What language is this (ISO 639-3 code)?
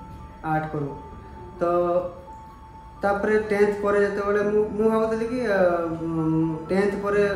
ori